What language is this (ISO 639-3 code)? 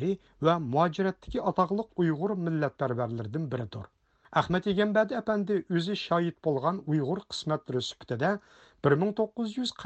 uig